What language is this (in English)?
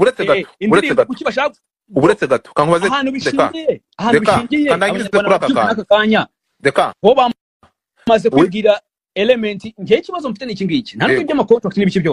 Kinyarwanda